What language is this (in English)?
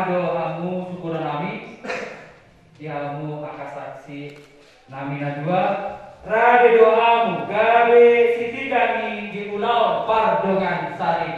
Batak Toba